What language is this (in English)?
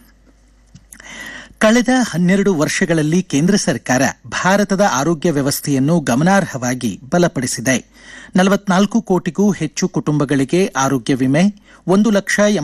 Kannada